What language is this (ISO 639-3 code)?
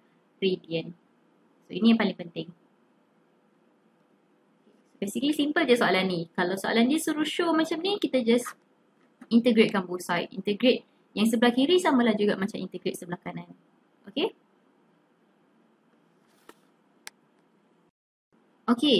msa